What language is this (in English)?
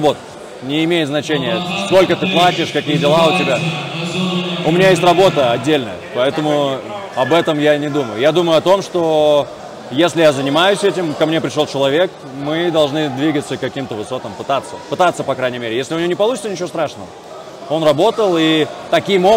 Russian